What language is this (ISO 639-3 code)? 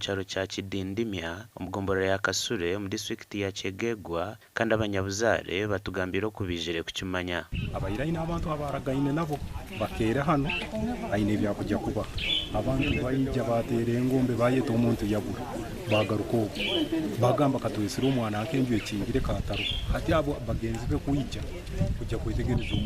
nyn